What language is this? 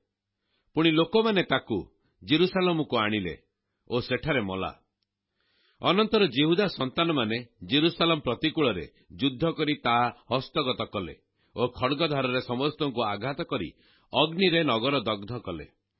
Odia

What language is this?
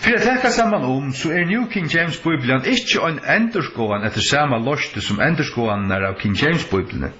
Faroese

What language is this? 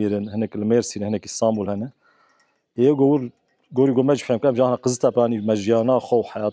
Kurdish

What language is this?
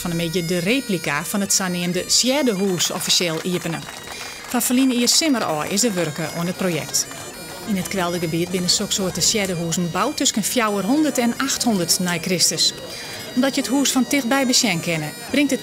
Western Frisian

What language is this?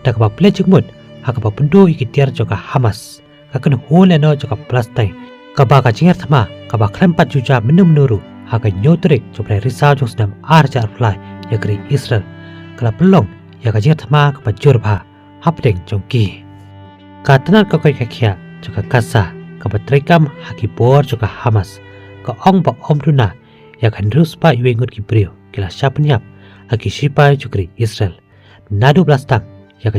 Khasi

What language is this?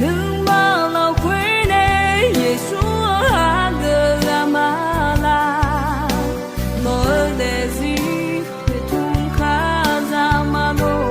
Akha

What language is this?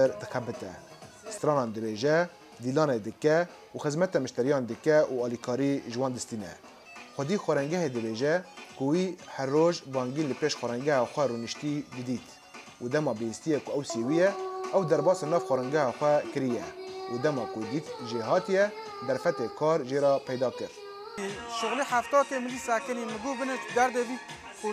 Kurdish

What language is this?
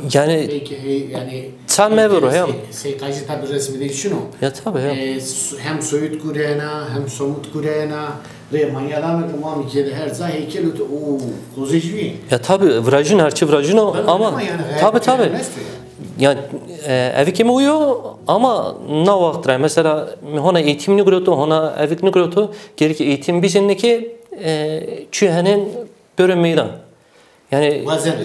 Zaza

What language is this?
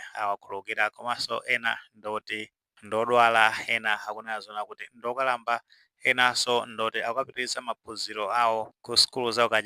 Nyanja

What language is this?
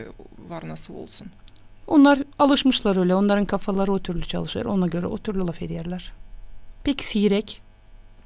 Gagauz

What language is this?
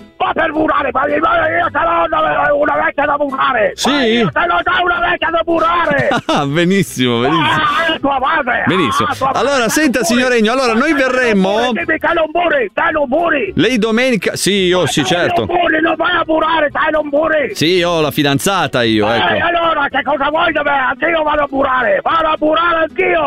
Italian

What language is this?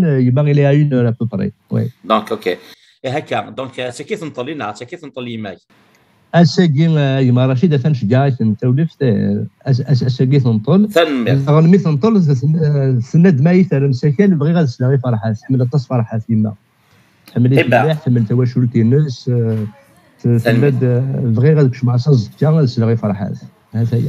Kabyle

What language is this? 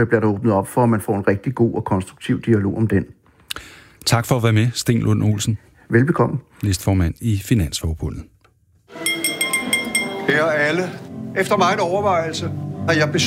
Danish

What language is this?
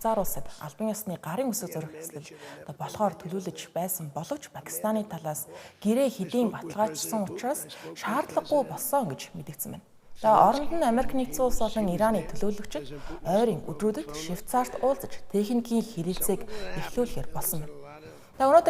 Mongolian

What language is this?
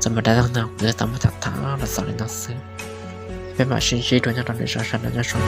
Hmong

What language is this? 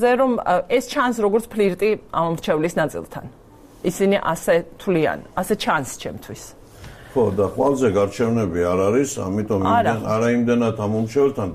Georgian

